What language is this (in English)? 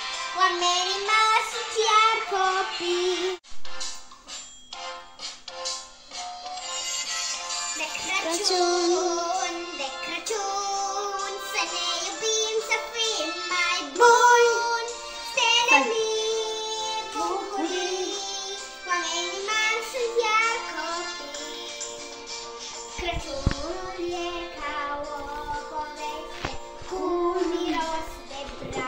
Romanian